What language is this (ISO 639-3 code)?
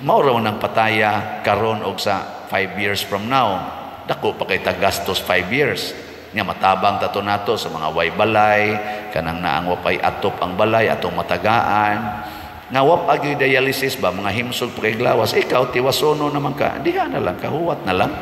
ceb